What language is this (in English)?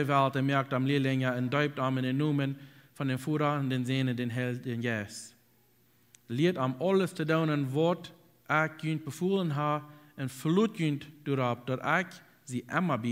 Plautdietsch